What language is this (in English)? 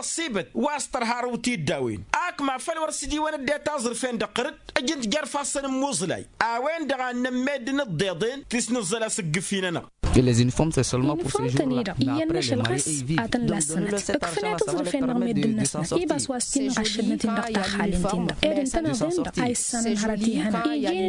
Tamasheq